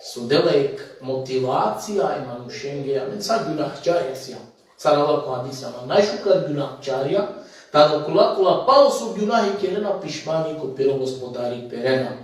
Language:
Balkan Romani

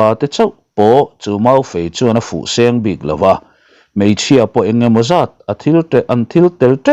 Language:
Mizo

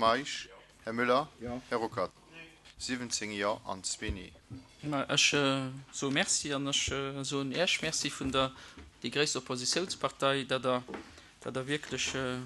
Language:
Luxembourgish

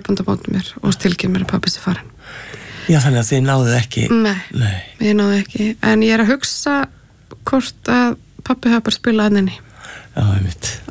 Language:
Icelandic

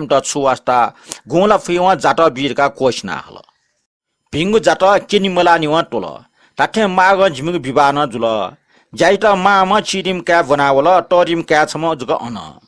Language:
Newari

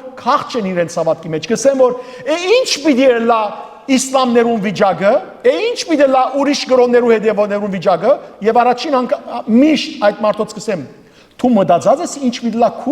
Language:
Western Armenian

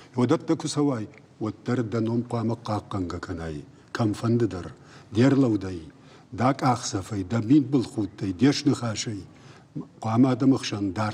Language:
Ossetic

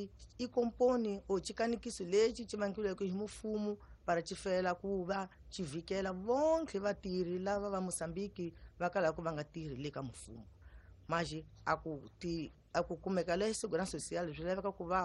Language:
Tsonga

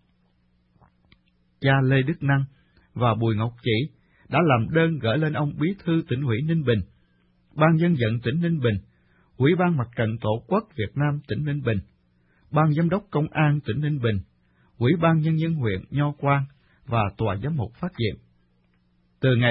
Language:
Vietnamese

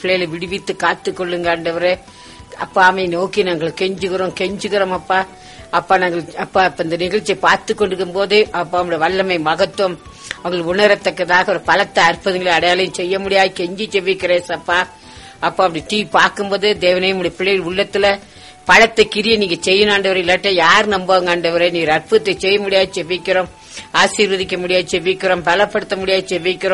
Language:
Tamil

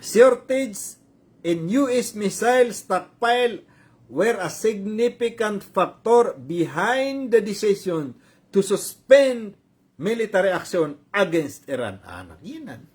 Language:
Maranao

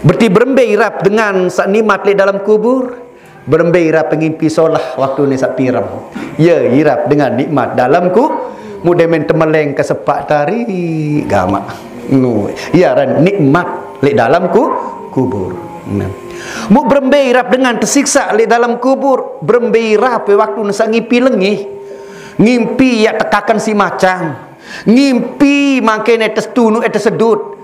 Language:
Sasak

